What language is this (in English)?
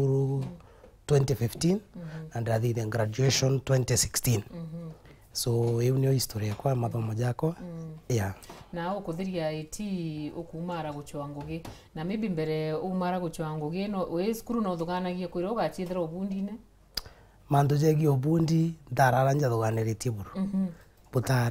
Meru